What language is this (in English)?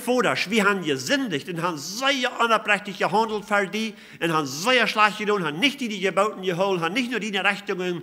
Plautdietsch